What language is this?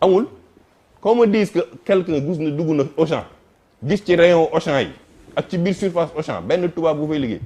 Wolof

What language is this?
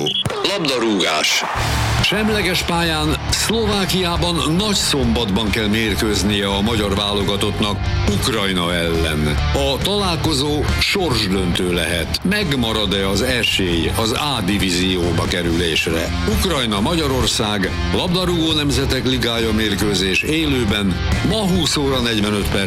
Hungarian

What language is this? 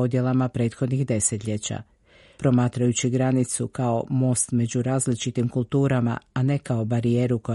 Croatian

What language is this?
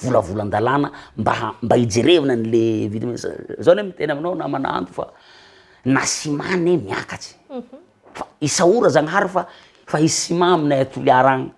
Malagasy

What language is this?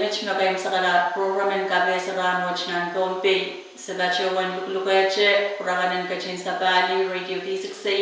Pohnpeian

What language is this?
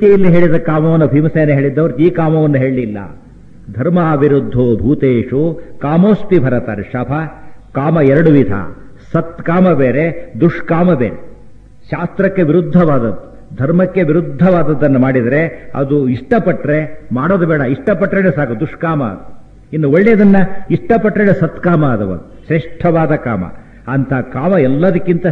Kannada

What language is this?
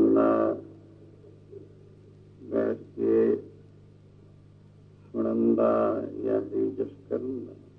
Punjabi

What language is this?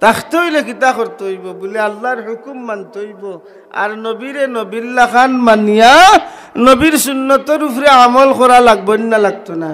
Sylheti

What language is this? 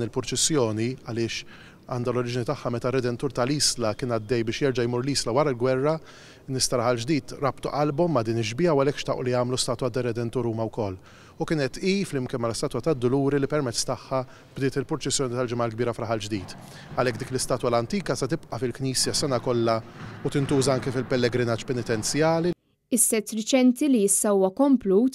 Maltese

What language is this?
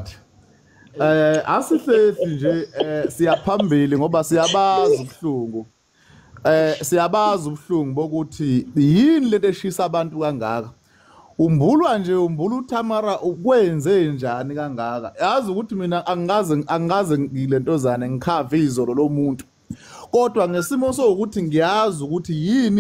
Zulu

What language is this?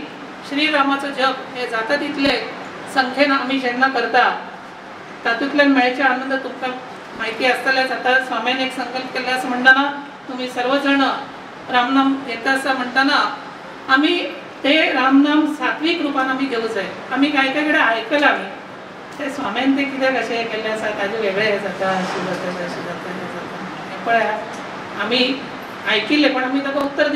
Konkani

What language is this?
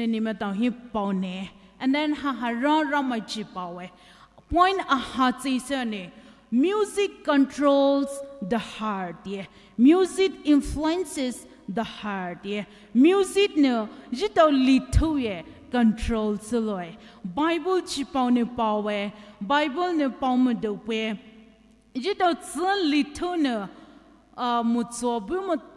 Poumei Naga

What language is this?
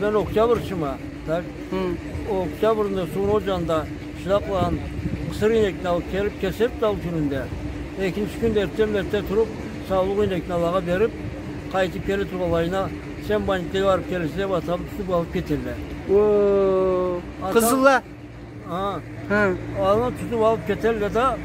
Karachay-Balkar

